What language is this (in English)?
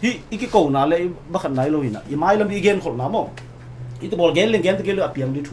Tedim Chin